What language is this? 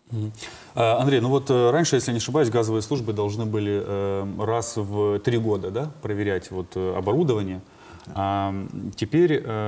Russian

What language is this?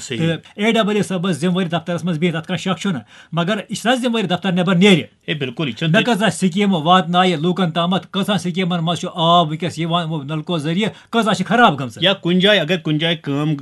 Kashmiri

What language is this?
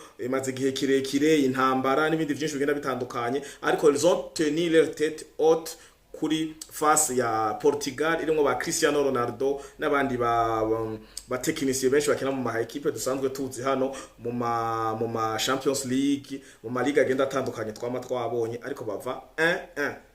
Rundi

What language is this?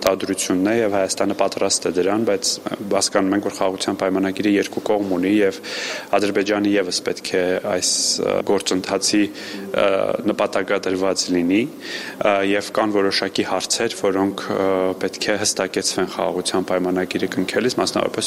Armenian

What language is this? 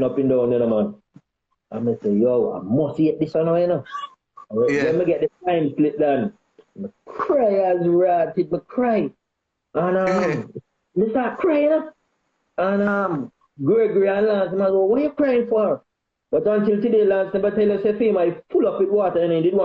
Jamaican Creole English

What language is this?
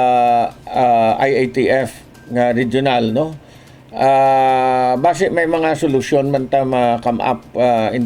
Hiligaynon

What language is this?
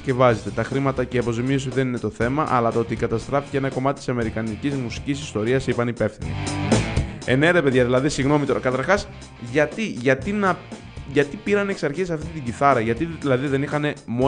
Greek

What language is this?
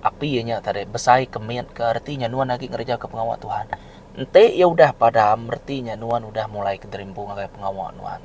Iban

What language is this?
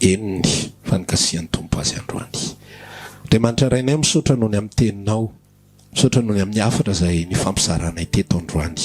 Malagasy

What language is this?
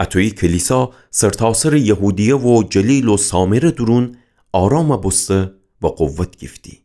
Gilaki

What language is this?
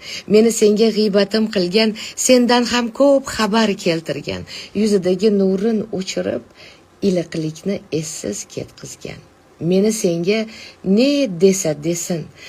Uzbek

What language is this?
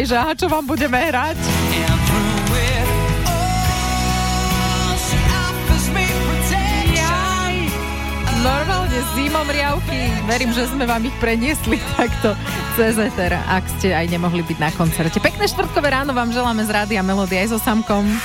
Slovak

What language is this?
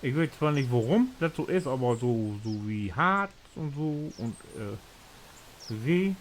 Low German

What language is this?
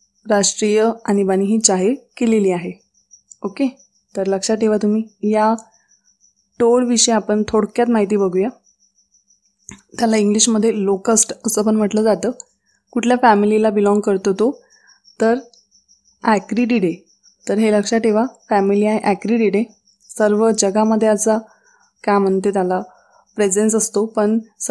Marathi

